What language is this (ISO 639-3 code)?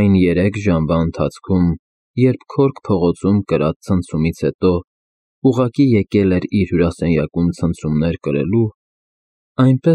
hye